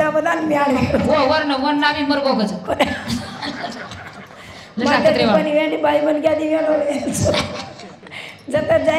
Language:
Lambadi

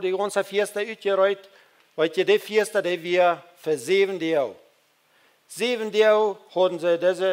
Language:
Plautdietsch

